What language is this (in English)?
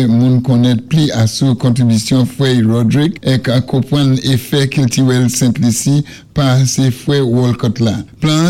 Saint Lucian Creole French